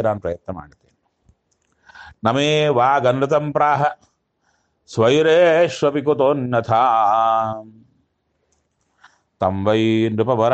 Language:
Kannada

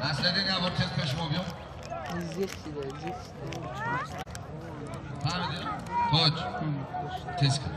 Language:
Tajik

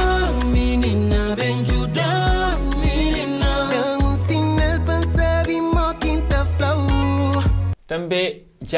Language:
Kabuverdianu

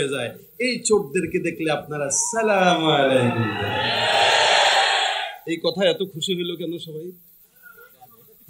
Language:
Bangla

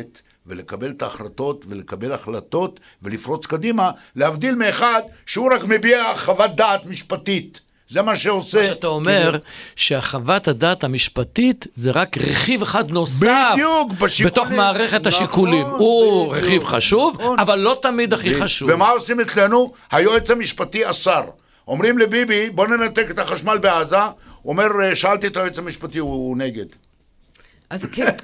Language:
Hebrew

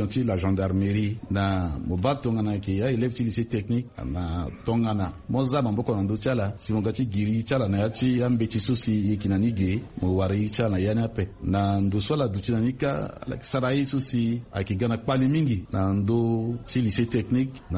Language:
Sango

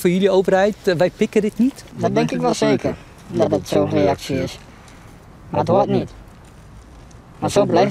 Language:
Dutch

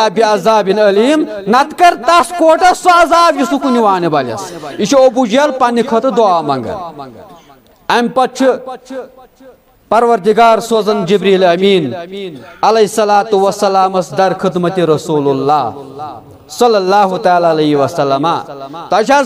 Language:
Kashmiri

